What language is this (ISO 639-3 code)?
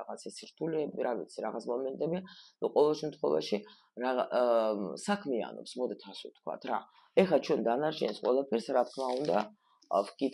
kat